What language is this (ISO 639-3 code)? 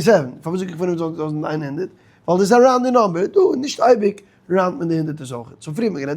yid